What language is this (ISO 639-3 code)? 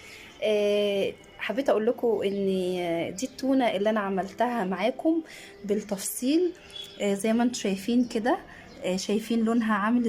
arz